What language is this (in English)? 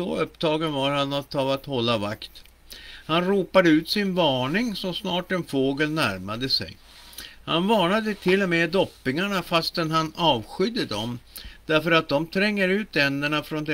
Swedish